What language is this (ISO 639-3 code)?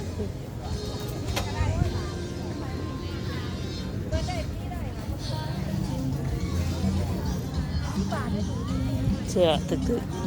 lao